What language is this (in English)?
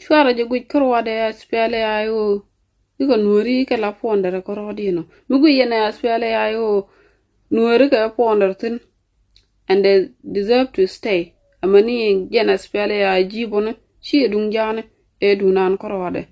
Nuer